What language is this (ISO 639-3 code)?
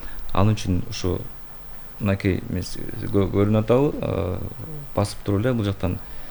kir